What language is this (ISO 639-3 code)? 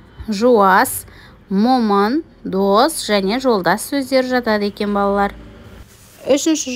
kaz